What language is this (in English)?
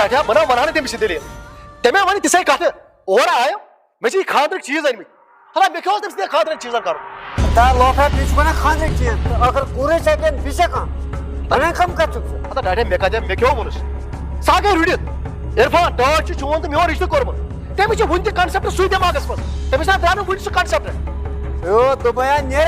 Kashmiri